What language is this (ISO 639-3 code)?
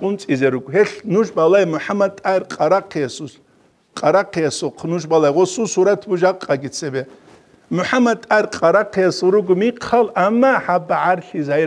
ava